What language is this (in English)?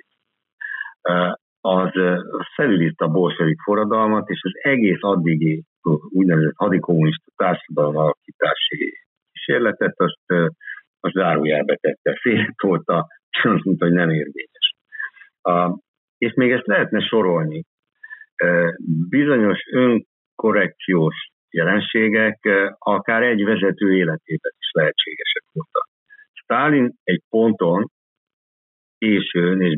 Hungarian